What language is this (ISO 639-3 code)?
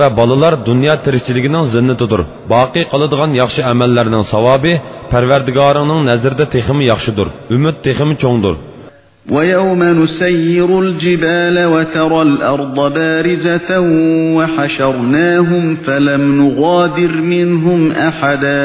uig